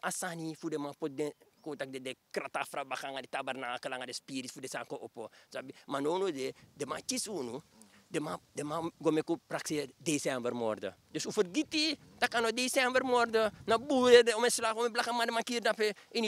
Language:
Sranan Tongo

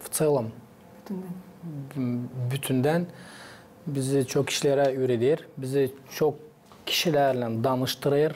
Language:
Gagauz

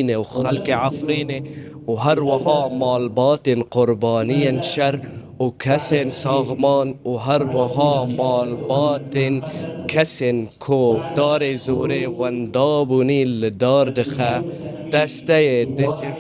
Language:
Kurdish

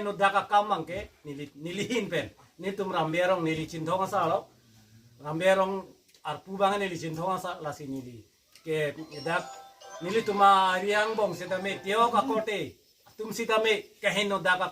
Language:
Karbi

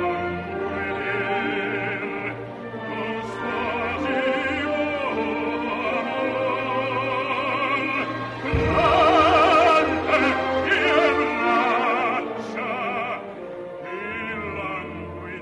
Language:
Italian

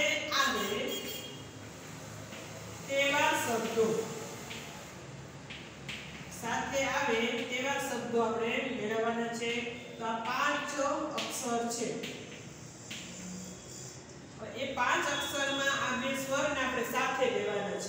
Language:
Gujarati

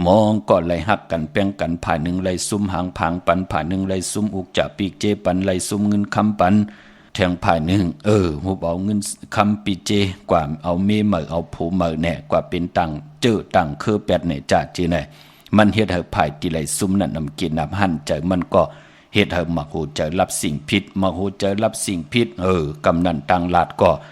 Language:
Shan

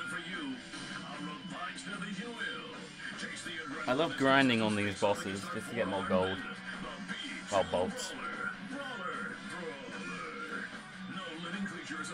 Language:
English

